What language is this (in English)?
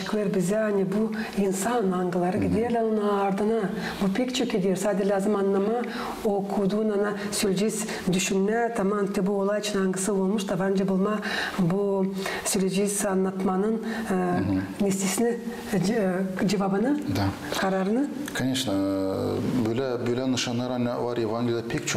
Gagauz